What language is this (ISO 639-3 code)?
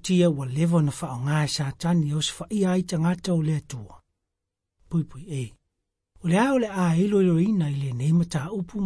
smo